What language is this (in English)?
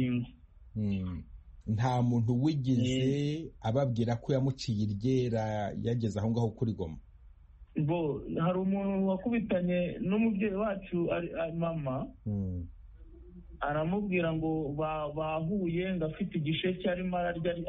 Kinyarwanda